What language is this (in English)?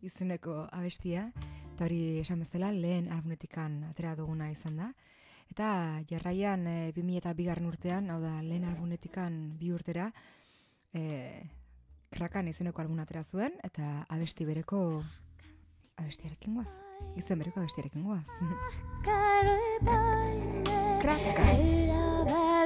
Basque